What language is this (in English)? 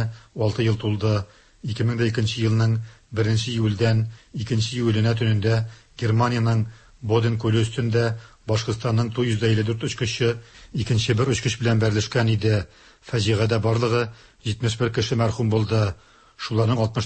Tatar